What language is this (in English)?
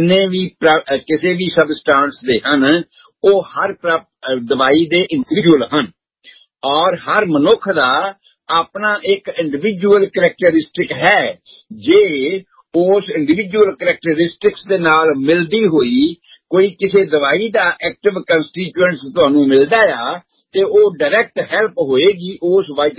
Punjabi